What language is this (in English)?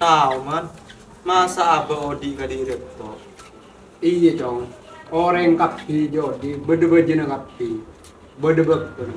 Madurese